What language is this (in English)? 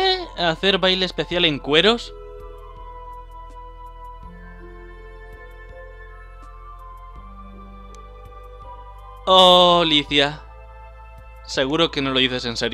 Spanish